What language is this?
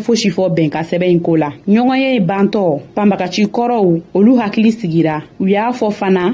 Bambara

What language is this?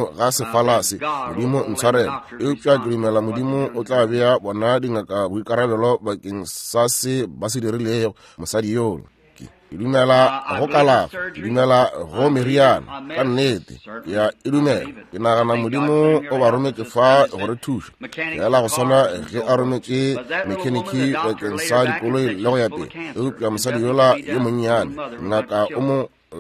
Northern Sotho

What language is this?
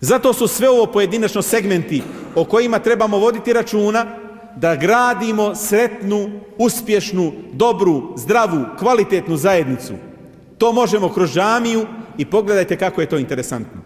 Bosnian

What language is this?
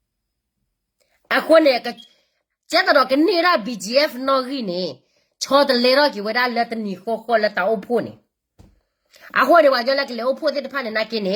S'gaw Karen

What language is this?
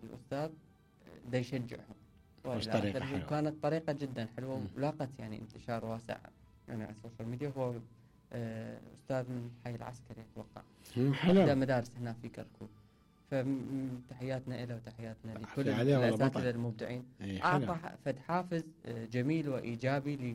Mesopotamian Arabic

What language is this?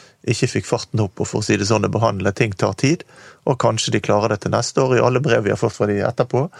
Norwegian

